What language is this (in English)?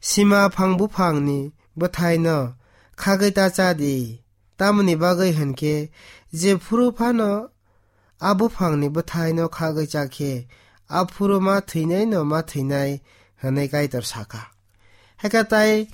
Kok Borok